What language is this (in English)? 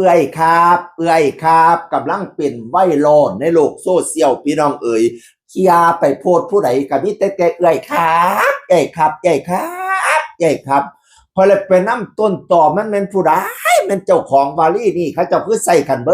Northeastern Thai